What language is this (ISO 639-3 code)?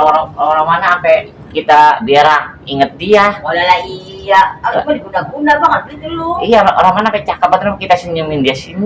bew